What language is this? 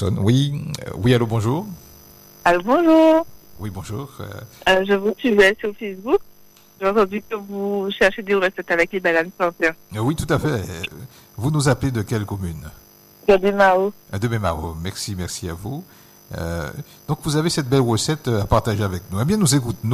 French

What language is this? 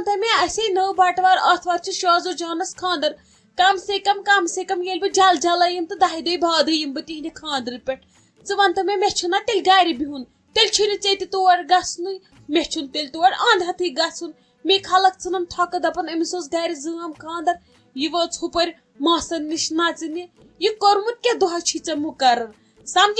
Kashmiri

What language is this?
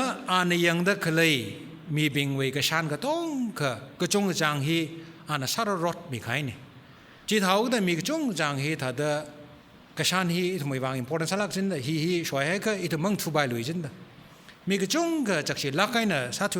Tangkhul Naga (India)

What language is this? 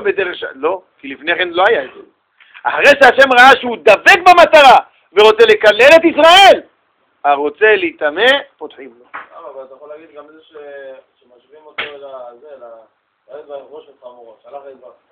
Hebrew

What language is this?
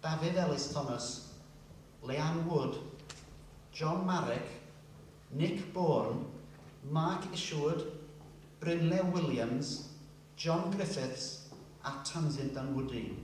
Welsh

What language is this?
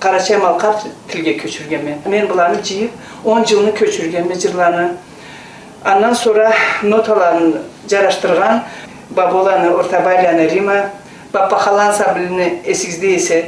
Karachay-Balkar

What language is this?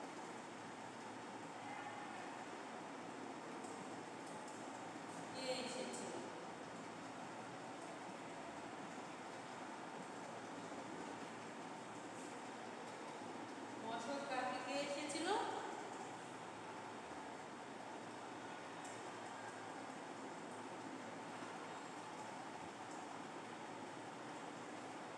Bangla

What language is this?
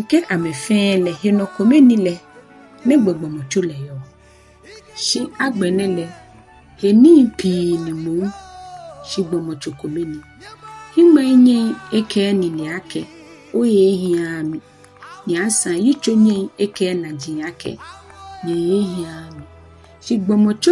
Ga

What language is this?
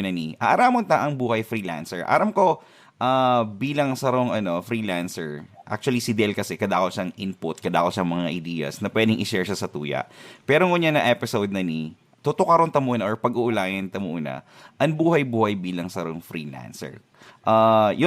Bikol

